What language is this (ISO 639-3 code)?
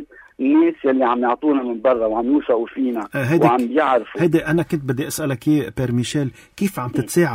apc